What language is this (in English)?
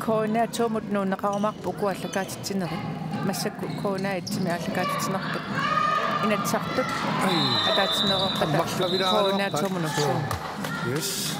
Kalaallisut